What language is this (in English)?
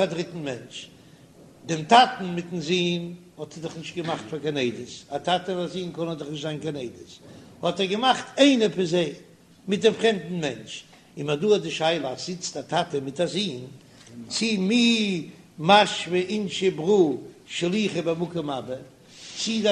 Yiddish